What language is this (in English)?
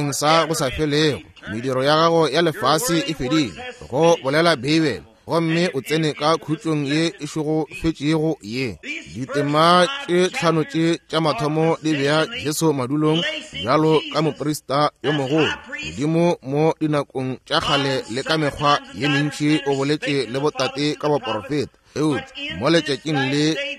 Northern Sotho